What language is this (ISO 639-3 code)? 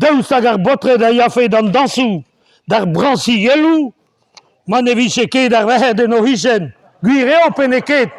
bre